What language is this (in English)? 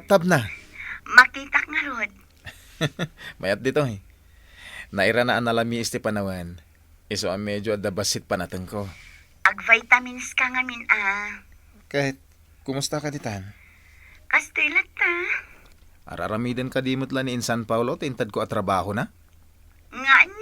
Iloko